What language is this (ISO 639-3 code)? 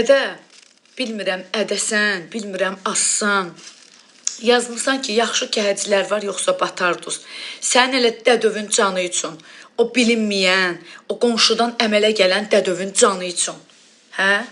aze